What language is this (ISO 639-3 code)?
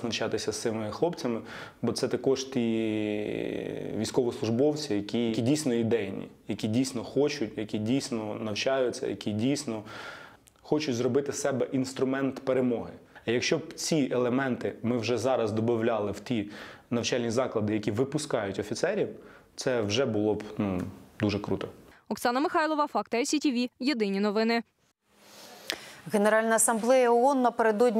ukr